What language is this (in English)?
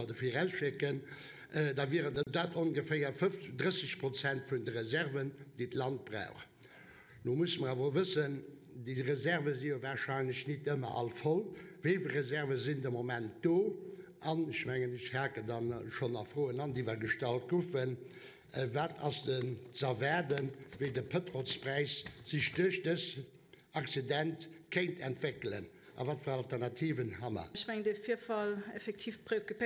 Luxembourgish